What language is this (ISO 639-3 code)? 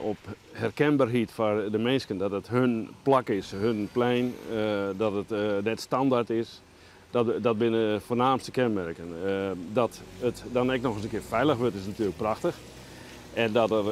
fry